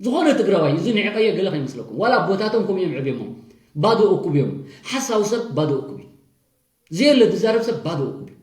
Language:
Tigrinya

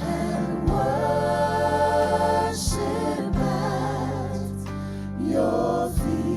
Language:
Samoan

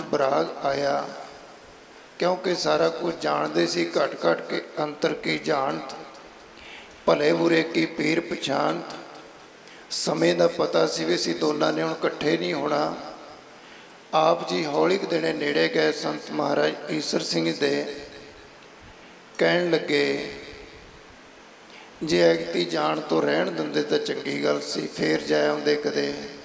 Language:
Punjabi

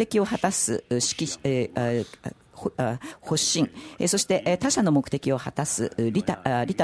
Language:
Japanese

